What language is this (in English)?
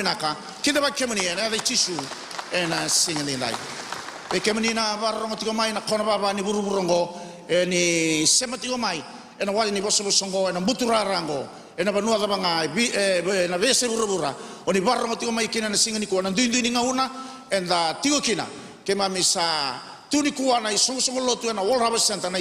Fijian